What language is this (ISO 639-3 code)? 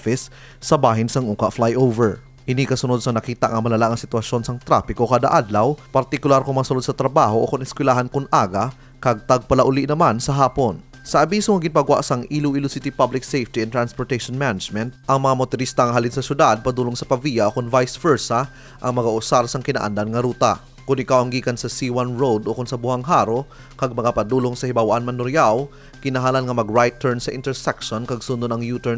hil